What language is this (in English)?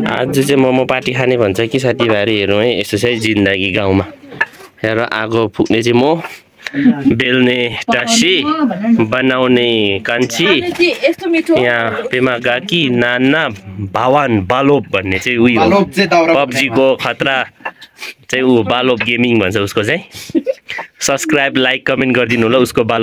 Nepali